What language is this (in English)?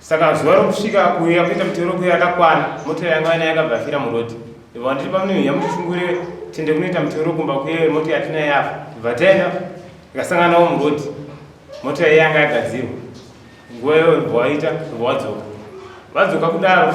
Shona